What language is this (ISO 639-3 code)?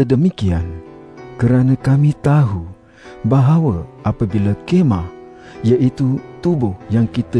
msa